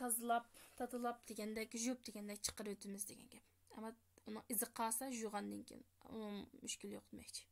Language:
Uyghur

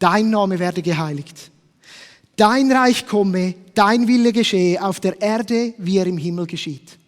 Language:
Swiss German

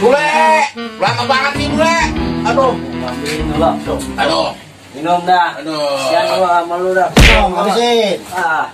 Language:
Betawi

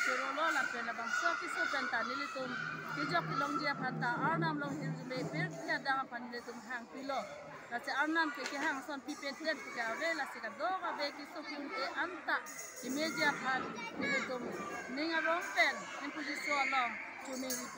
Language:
Karbi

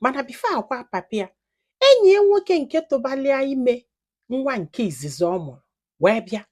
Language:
Igbo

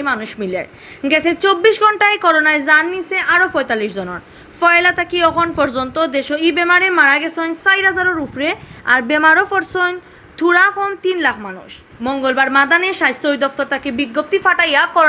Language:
Sylheti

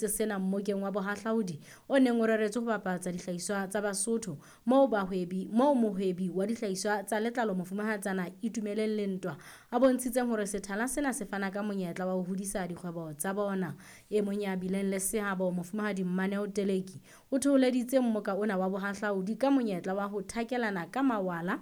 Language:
Southern Sotho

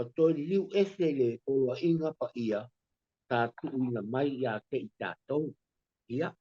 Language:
Samoan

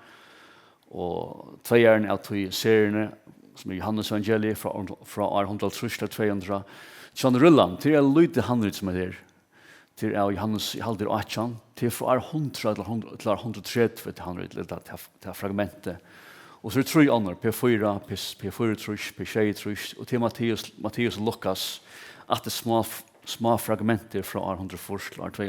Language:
Faroese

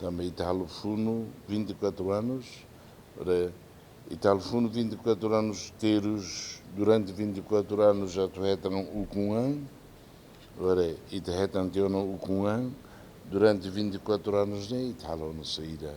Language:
Tetum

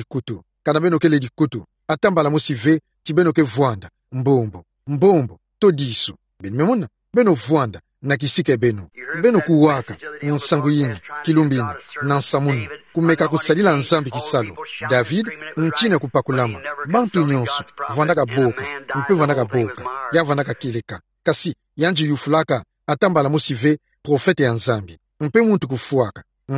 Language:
Kituba (Democratic Republic of Congo)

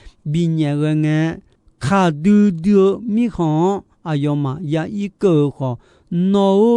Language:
Akha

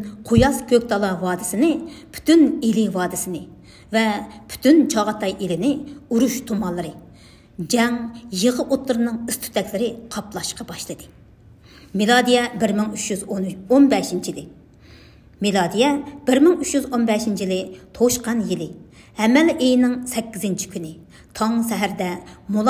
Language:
Uyghur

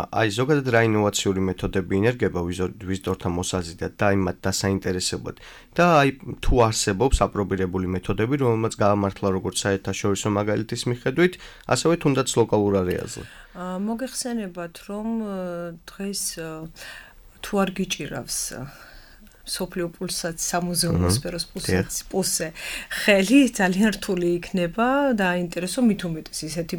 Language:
Georgian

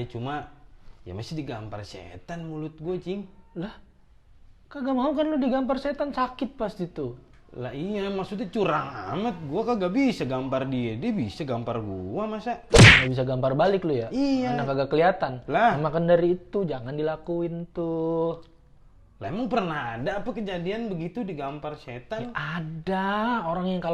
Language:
Betawi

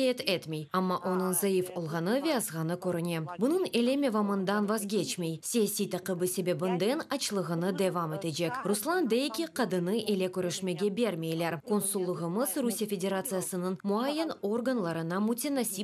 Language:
Crimean Tatar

